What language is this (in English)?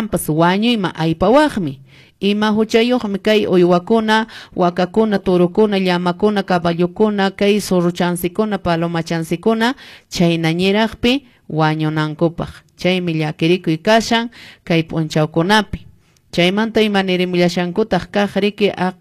Quechua